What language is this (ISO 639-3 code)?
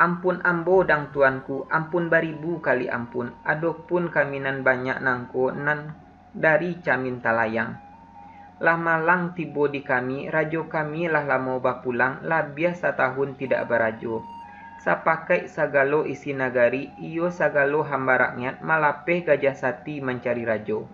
min